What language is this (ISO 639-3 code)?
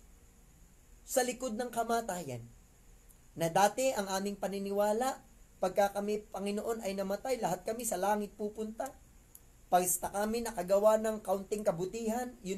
fil